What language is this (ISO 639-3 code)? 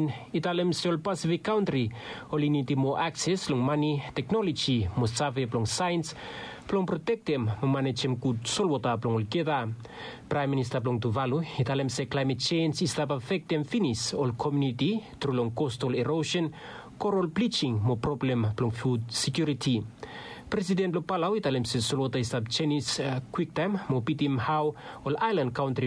bis